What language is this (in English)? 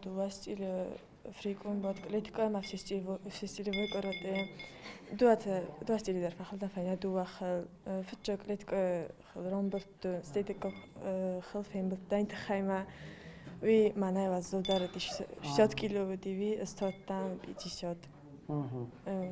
Ossetic